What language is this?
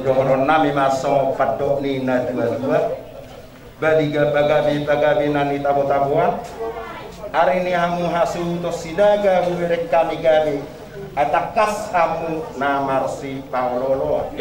Batak Toba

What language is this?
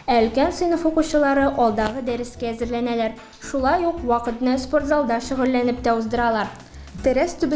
Tatar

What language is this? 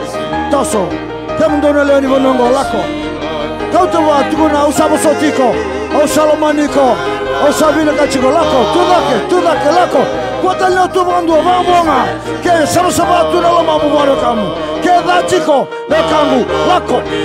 Fijian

